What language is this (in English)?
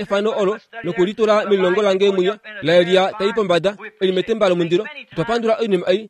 Kuanyama